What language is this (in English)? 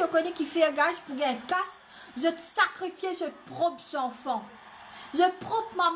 Morisyen